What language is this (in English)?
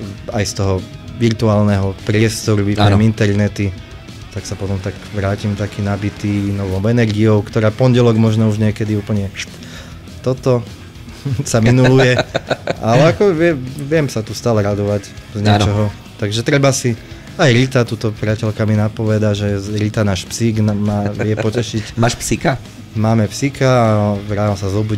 Slovak